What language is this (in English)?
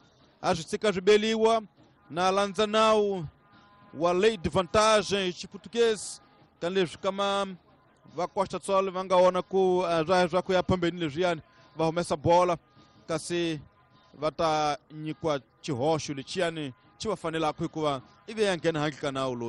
Tsonga